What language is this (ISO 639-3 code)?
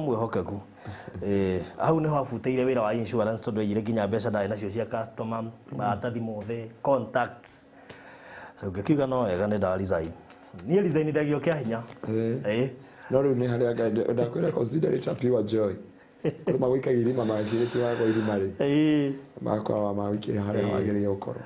kik